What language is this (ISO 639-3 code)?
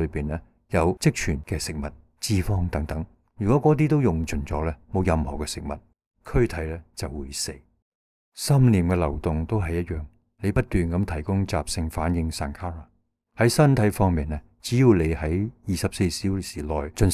yue